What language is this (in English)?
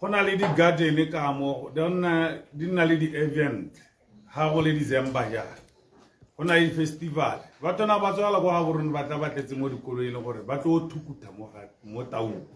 Tswana